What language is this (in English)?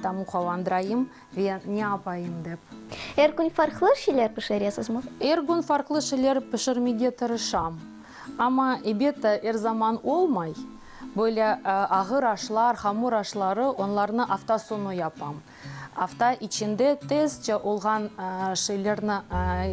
Crimean Tatar